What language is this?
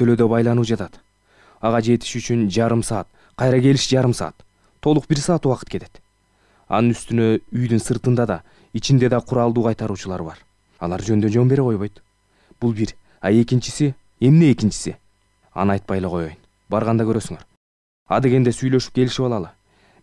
Kyrgyz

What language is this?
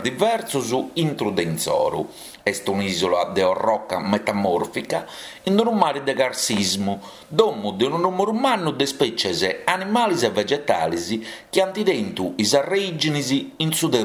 Sardinian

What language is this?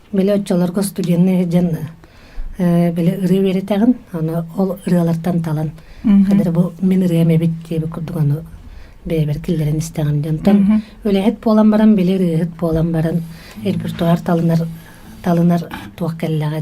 Yakut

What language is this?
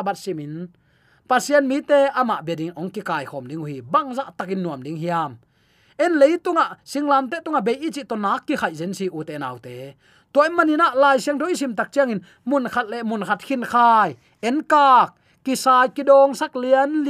Tedim Chin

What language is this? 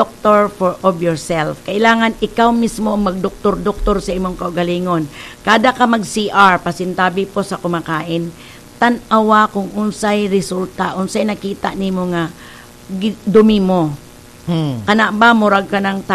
Cebuano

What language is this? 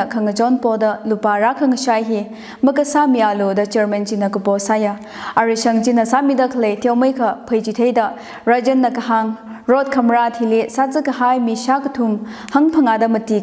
Tangkhul Naga (India)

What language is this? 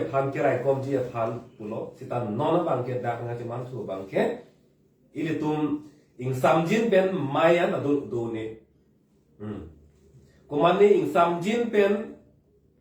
Karbi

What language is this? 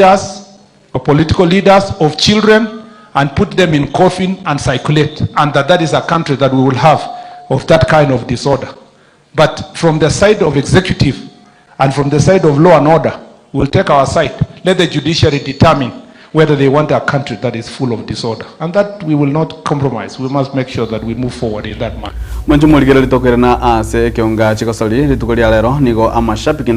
Gusii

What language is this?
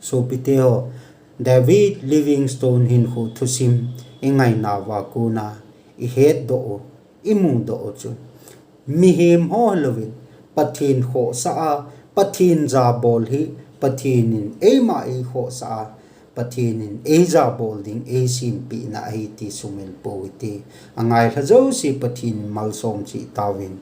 Thado Chin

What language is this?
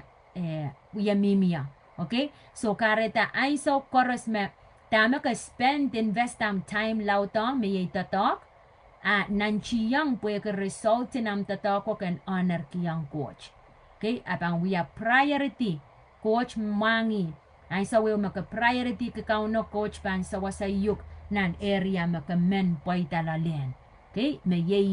Pohnpeian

